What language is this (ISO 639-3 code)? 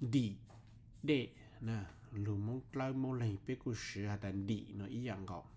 hmn